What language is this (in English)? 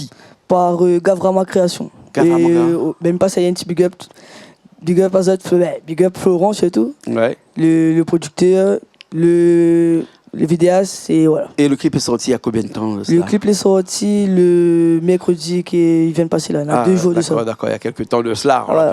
Réunion Creole French